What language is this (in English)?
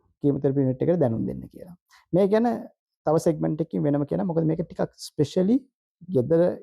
Sinhala